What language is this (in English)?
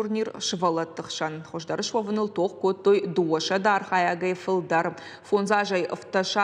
Ossetic